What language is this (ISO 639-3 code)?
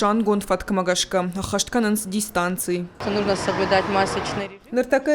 oss